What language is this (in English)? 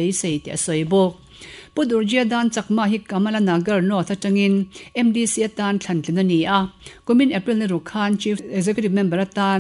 Mizo